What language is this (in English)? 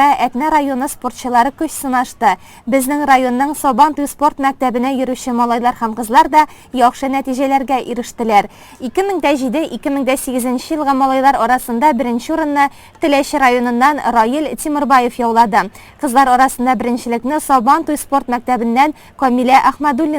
Tatar